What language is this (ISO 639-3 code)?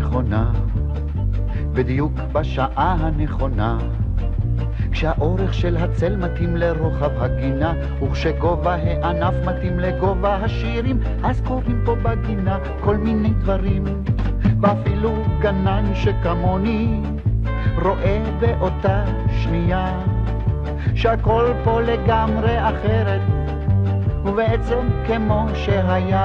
heb